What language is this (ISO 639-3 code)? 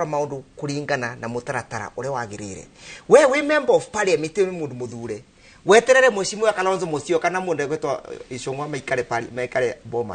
kik